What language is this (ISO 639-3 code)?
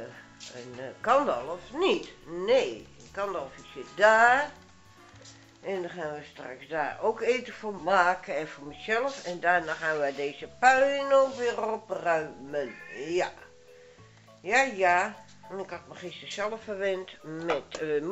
nld